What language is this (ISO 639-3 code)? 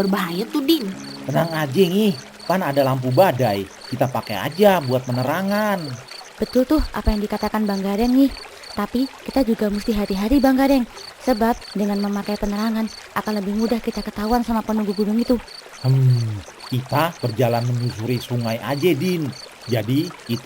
bew